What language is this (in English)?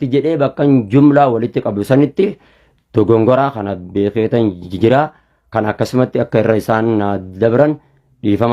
Oromo